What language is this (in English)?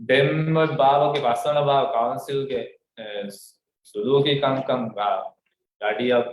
Divehi